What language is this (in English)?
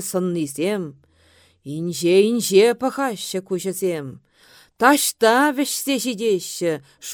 Chuvash